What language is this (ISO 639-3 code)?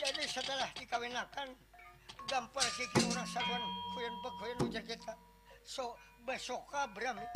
bjn